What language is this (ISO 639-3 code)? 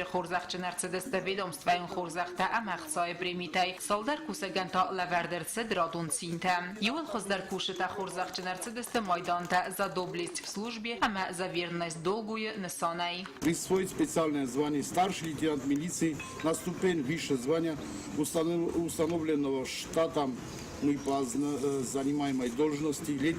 oss